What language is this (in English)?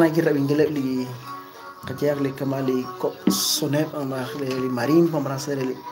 Kekchí